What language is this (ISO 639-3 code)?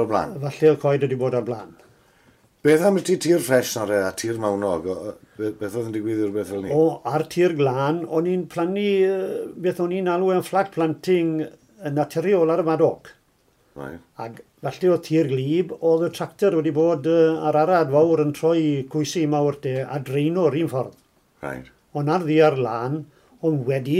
cym